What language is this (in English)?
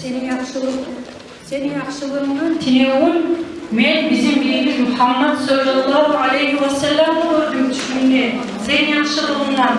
Kumyk